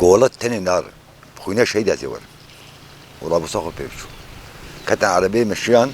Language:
Kurdish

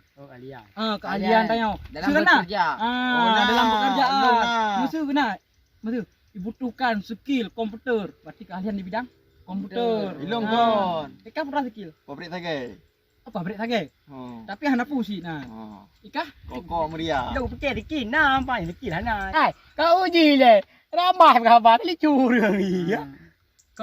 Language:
Achinese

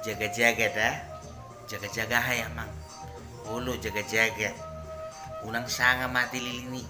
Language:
Batak Toba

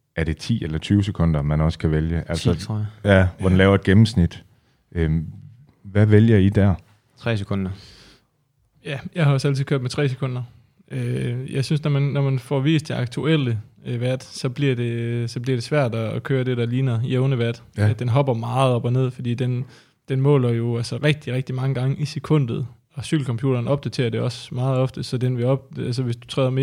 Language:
Danish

